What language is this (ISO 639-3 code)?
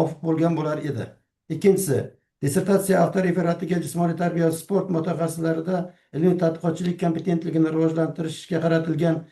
uzb